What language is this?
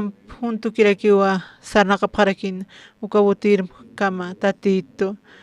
Aymara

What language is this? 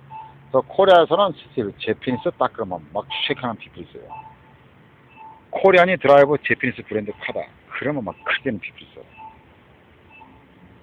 Korean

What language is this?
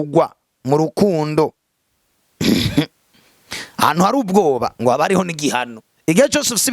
Rundi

